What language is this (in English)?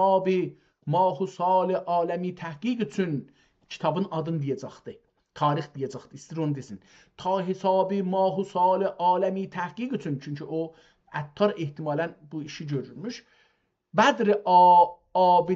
South Azerbaijani